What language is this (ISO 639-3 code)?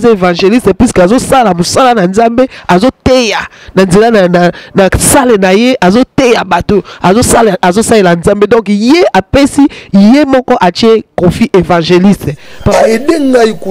lin